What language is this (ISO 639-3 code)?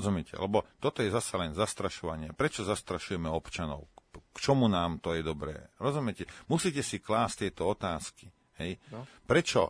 slk